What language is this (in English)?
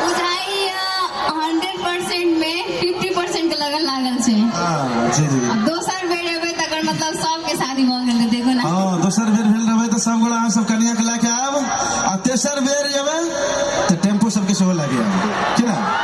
Maithili